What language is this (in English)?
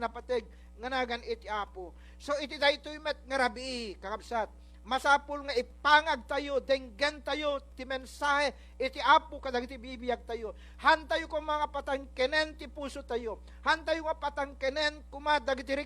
Iloko